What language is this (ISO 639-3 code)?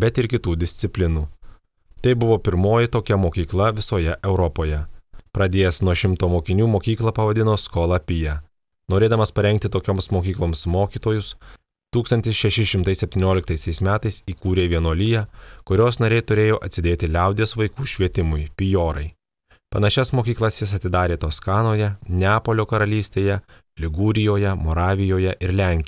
lit